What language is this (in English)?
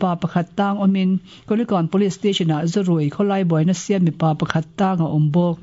Mizo